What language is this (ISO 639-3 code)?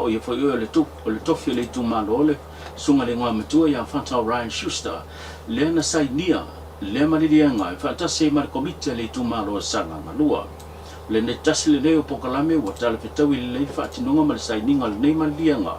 smo